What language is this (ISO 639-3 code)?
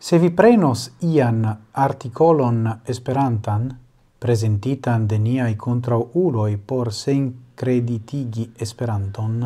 epo